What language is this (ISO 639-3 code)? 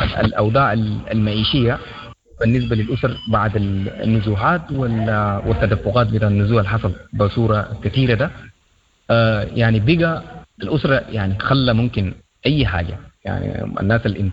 apd